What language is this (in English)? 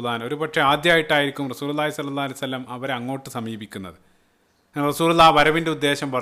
Malayalam